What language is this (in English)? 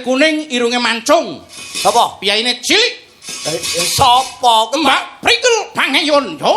Javanese